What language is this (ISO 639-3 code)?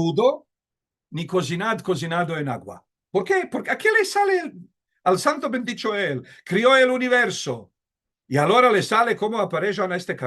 lad